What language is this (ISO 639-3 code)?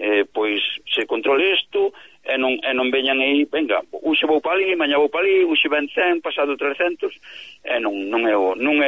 glg